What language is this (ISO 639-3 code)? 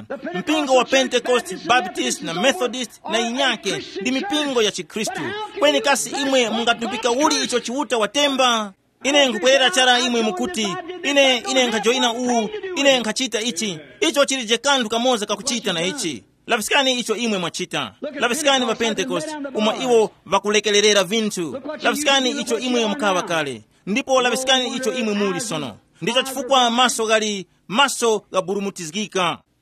tum